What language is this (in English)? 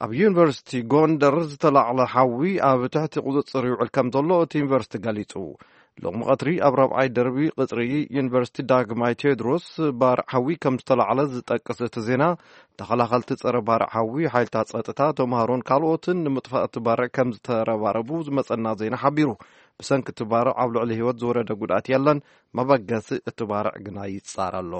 Tigrinya